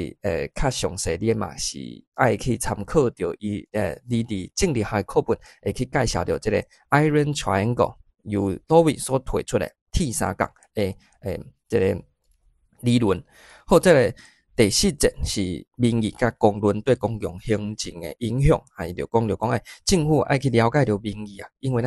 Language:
Min Nan Chinese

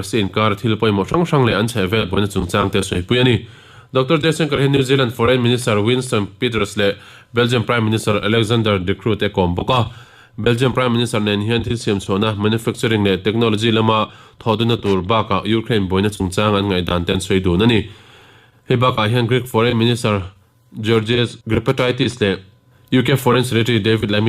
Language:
Mizo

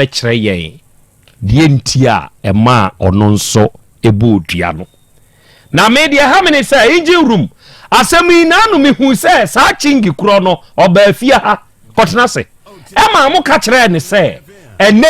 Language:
Akan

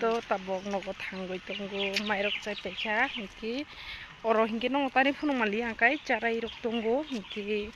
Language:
Kok Borok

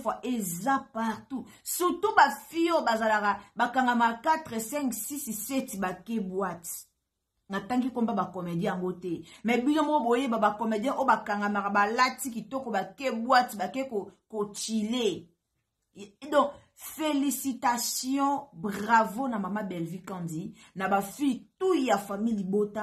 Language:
Lingala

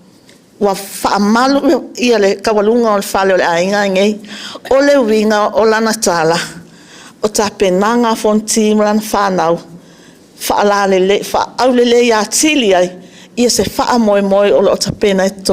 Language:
Samoan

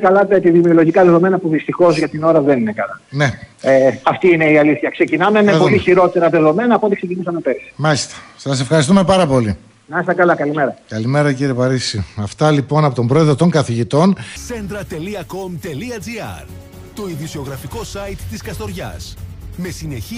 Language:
Greek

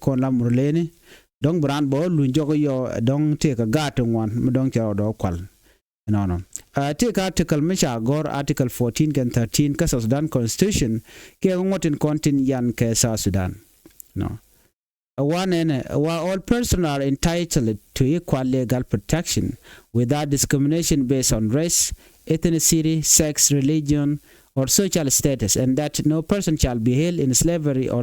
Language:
Nuer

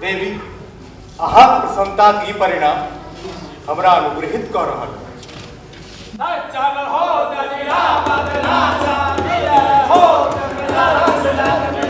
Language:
Maithili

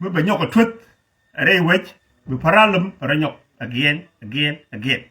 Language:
Nuer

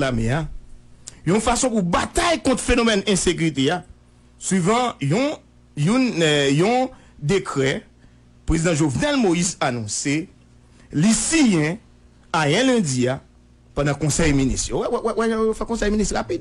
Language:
Haitian Creole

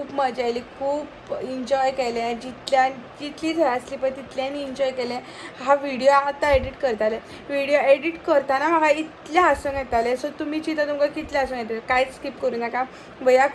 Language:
Konkani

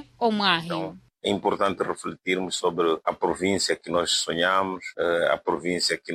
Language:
Makhuwa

